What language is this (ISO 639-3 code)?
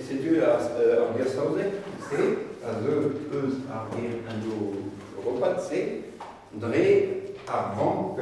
bre